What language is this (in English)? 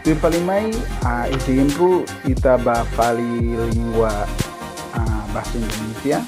Tetum